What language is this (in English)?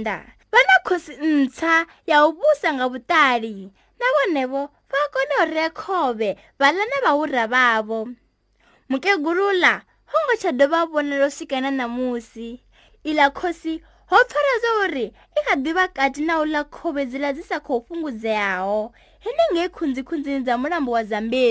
Venda